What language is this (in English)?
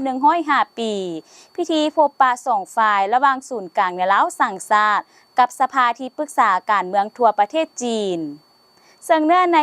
Lao